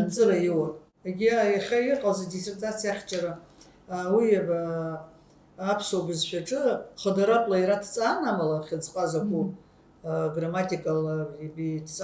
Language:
Abkhazian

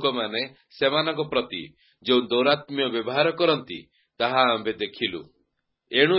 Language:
Odia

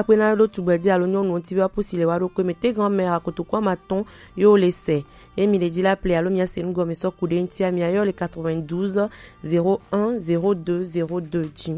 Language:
Gen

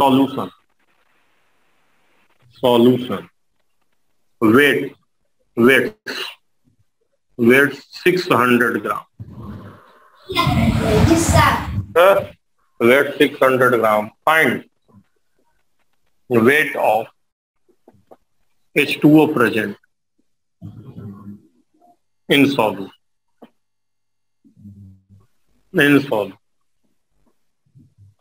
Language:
Hindi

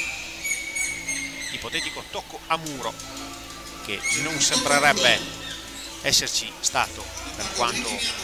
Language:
Italian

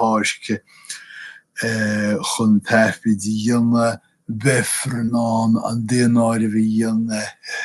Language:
Irish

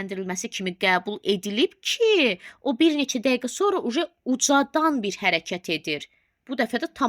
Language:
Azerbaijani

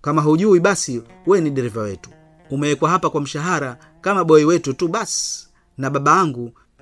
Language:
Swahili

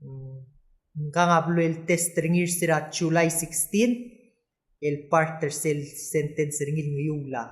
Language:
Palauan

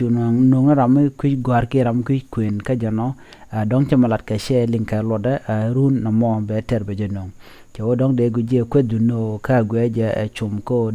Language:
Nuer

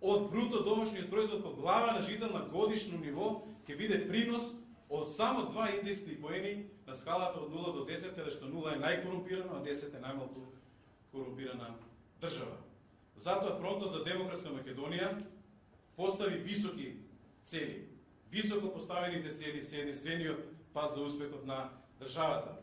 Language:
Macedonian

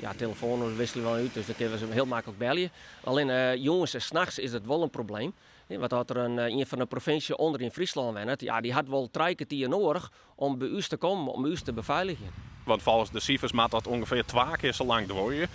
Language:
Western Frisian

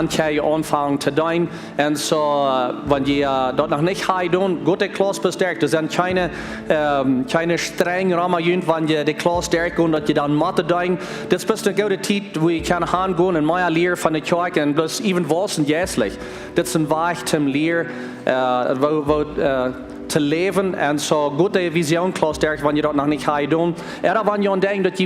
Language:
Plautdietsch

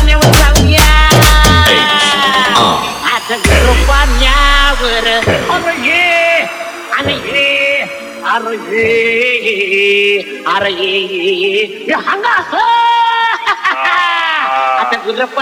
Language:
Marathi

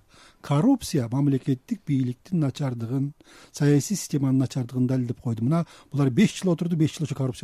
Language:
Kyrgyz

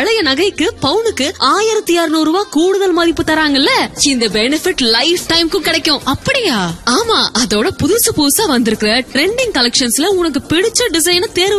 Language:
Tamil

